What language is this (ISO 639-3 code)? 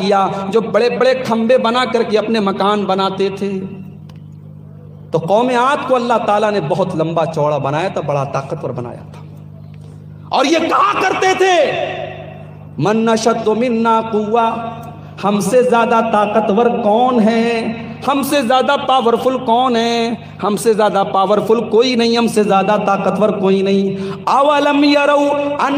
urd